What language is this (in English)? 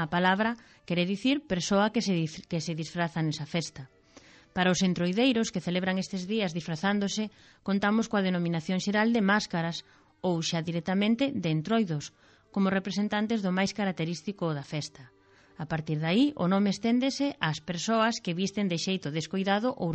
Galician